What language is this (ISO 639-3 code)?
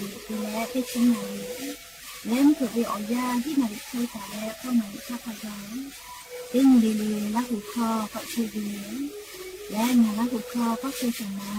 lhu